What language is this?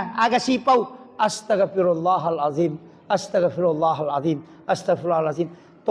Buginese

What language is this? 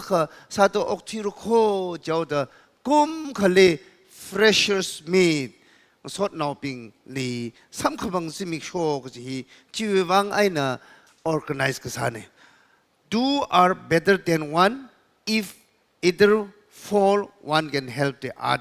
Tangkhul Naga (India)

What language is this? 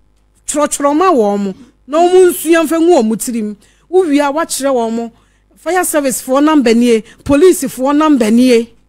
Akan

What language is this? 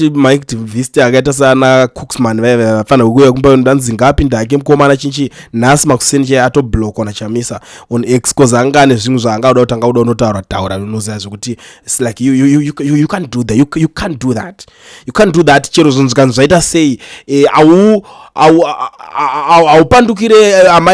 Shona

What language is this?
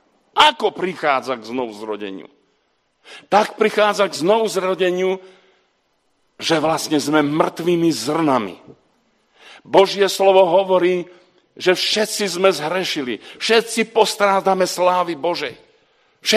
Slovak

